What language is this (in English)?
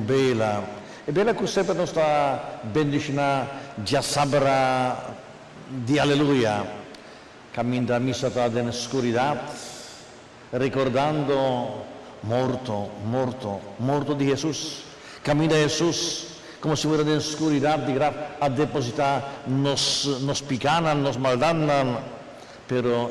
Papiamento